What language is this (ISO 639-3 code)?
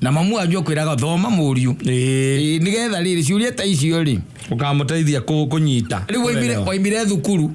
kik